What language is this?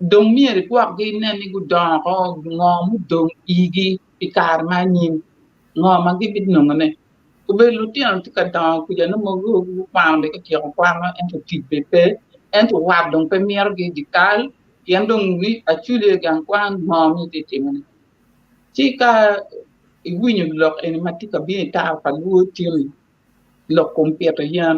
Acoli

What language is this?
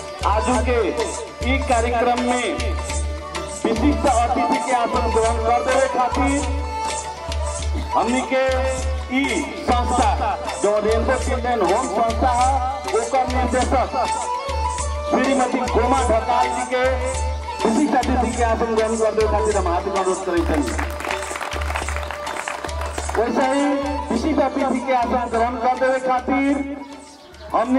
Bhojpuri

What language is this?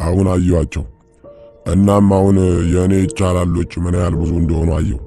Amharic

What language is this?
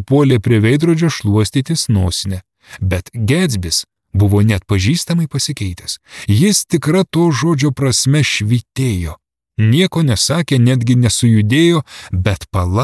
Lithuanian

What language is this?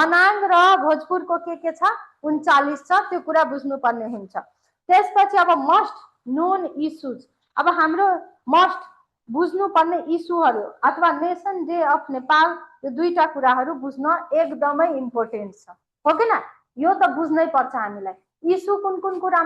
Nepali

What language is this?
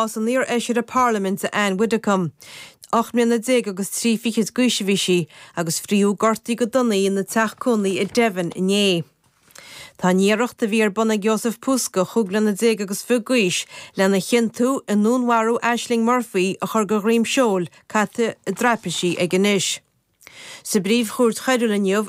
Irish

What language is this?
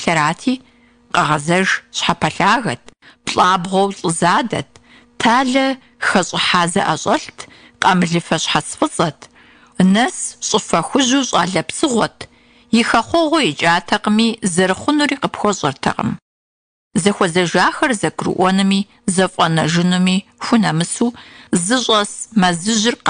Kabardian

